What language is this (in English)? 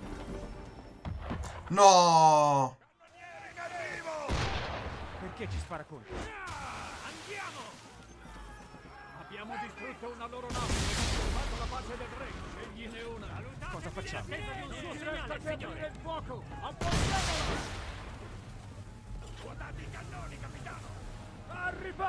Italian